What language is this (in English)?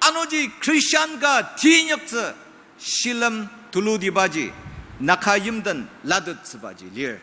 Ao Naga